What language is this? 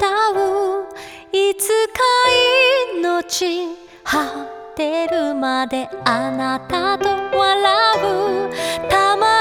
Japanese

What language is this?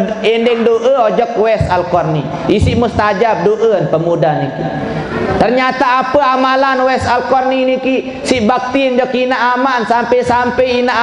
Sasak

